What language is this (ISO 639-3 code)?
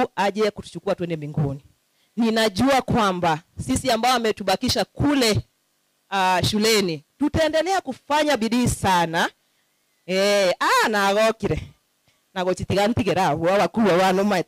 guz